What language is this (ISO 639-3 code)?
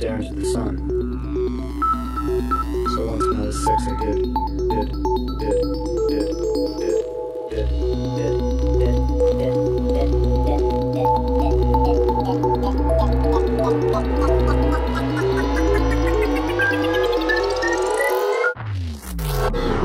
eng